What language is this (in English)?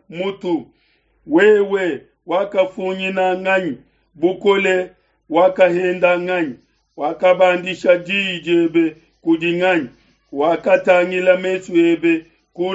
Luba-Lulua